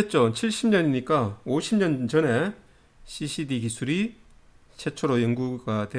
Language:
Korean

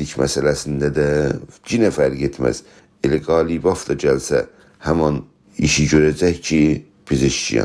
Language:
South Azerbaijani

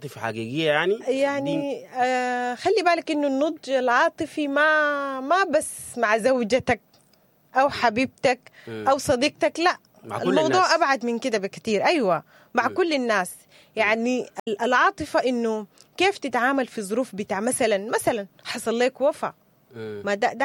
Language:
Sudanese Arabic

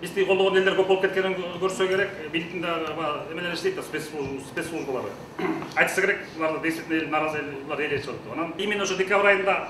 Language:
Kyrgyz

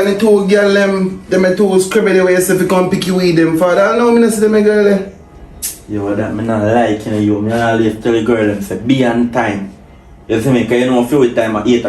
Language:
Jamaican Creole English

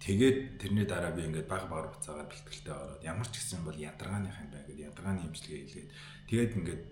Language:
Mongolian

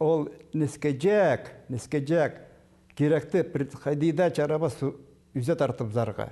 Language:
Khakas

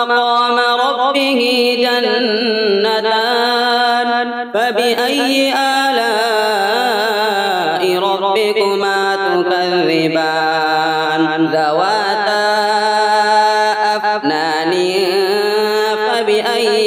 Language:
Arabic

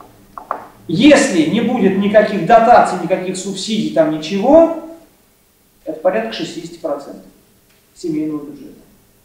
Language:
Russian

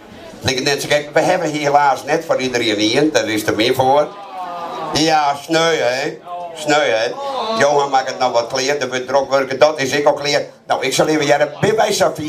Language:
Western Frisian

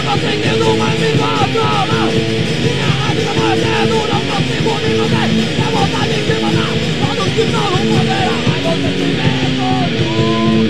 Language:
Portuguese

